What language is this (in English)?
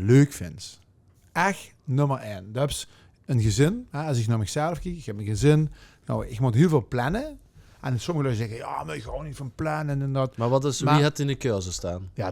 Limburgish